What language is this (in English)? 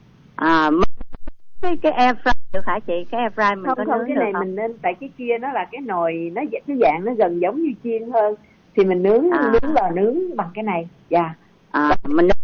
Vietnamese